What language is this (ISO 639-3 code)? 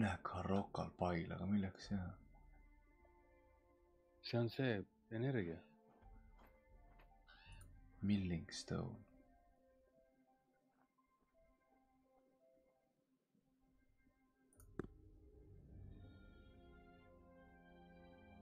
est